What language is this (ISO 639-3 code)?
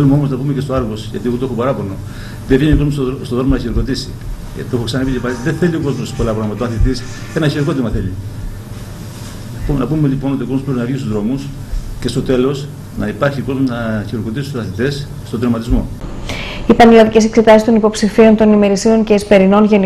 ell